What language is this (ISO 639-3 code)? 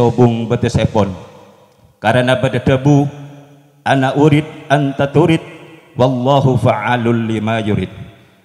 mad